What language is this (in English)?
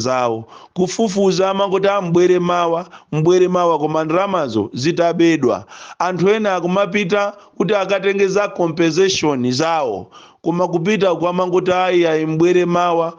Nyanja